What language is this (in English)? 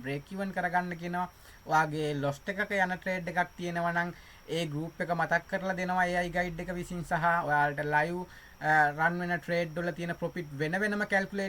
Sinhala